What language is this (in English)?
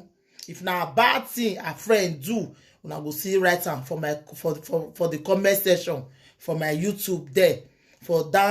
Nigerian Pidgin